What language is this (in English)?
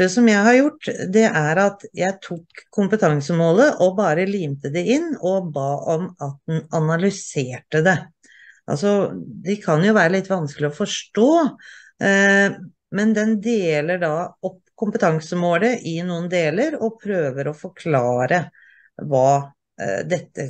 Norwegian